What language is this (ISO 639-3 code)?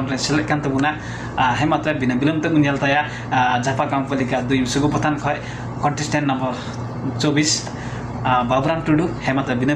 sat